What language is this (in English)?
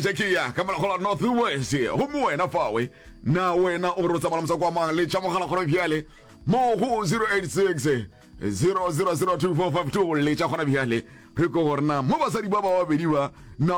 Northern Sotho